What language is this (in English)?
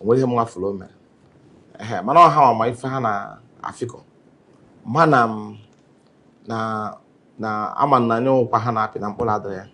Igbo